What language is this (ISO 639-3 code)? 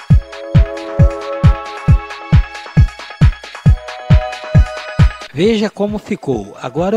por